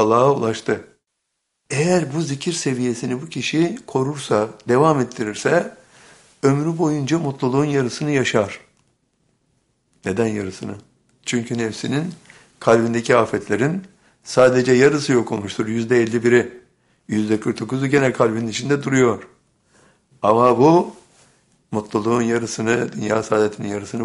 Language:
Turkish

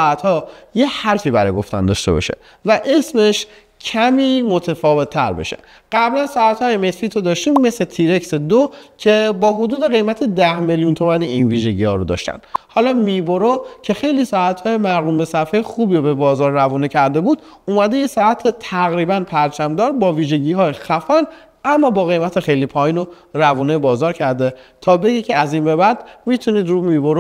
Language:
Persian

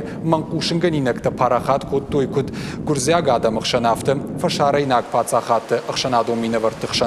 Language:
Ossetic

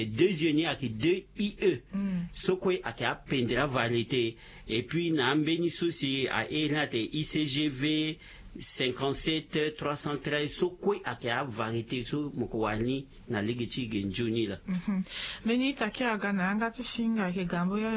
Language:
Sango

